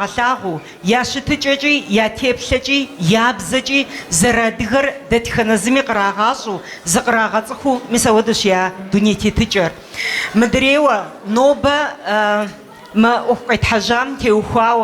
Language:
Kabardian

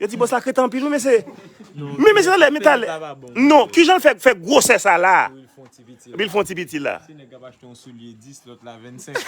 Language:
Haitian Creole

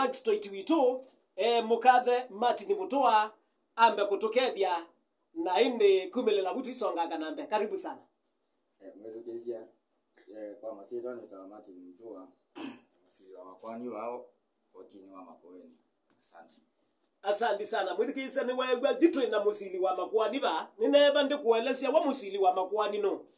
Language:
Kamba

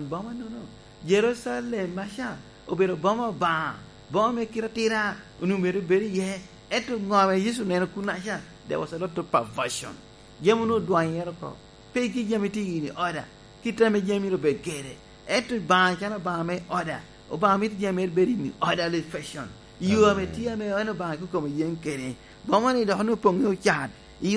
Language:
Lango (Uganda)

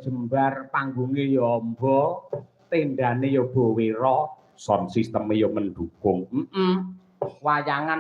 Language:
Javanese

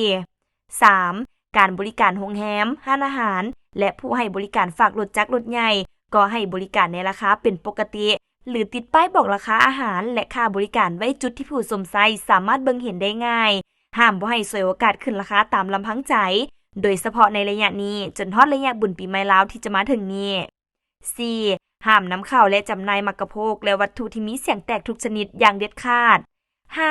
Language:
Lao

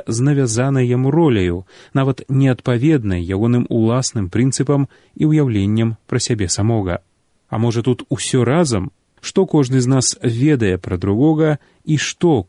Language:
Belarusian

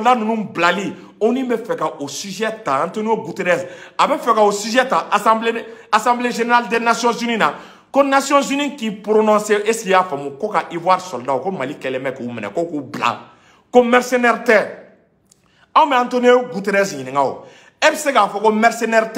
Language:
Bambara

